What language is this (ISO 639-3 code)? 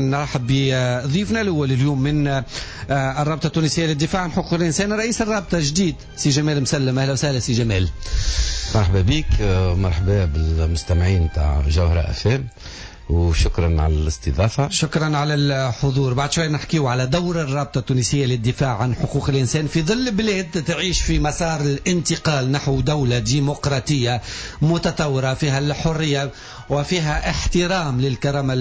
aeb